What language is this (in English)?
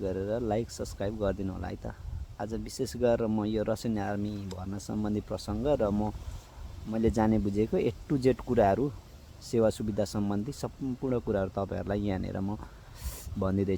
Nepali